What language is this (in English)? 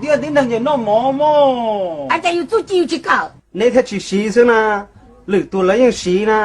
Hmong